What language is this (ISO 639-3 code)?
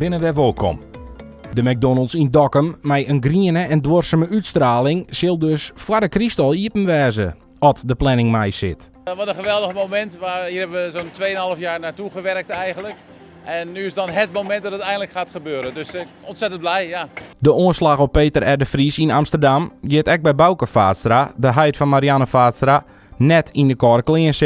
fry